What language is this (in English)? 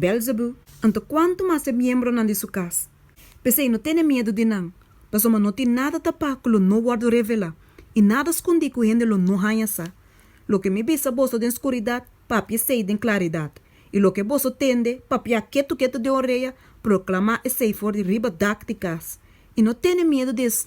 Papiamento